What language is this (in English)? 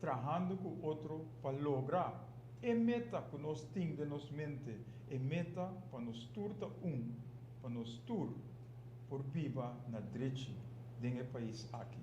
Papiamento